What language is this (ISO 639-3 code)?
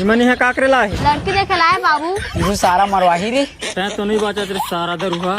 hne